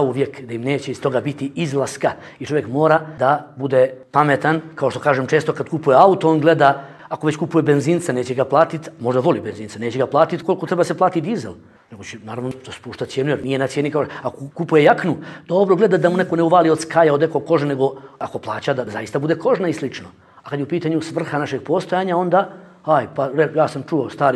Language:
Bosnian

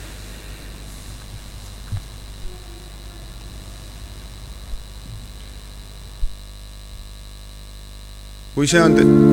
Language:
Estonian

